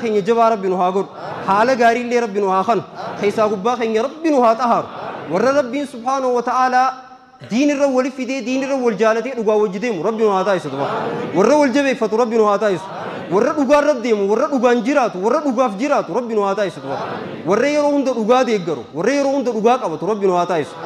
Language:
Oromo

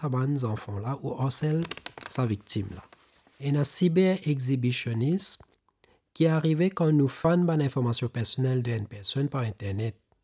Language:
Morisyen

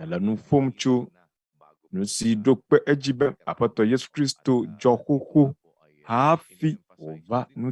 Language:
Ewe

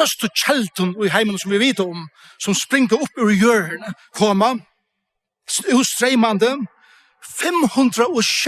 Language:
Faroese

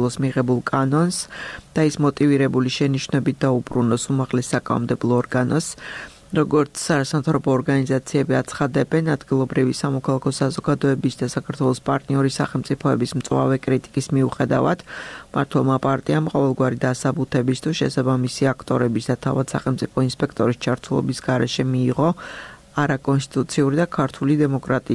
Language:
Georgian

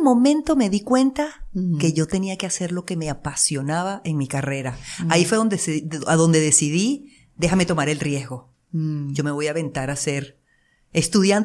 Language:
Spanish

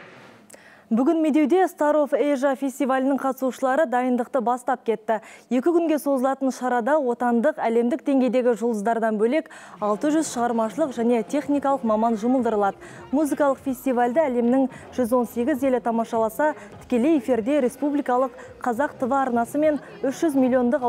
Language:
Kazakh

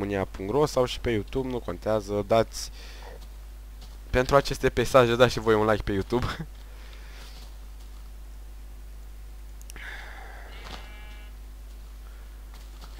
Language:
Romanian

